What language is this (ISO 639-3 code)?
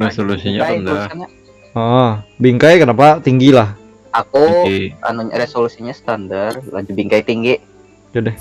bjn